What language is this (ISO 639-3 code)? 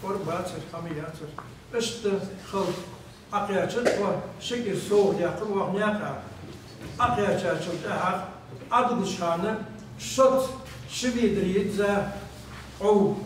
inh